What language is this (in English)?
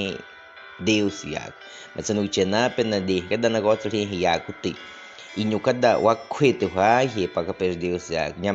Baniwa